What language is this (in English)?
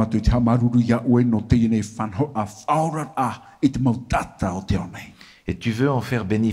Tahitian